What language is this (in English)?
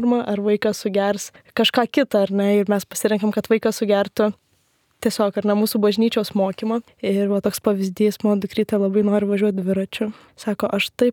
Lithuanian